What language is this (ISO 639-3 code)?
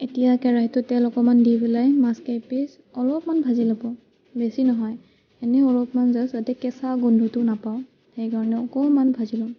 asm